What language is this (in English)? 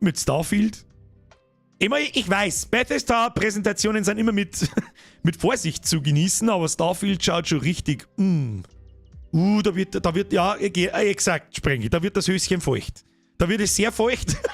Bavarian